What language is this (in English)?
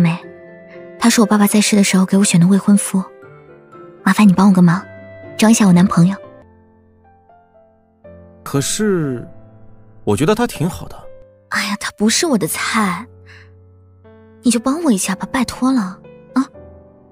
Chinese